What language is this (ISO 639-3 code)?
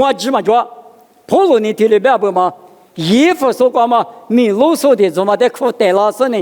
lis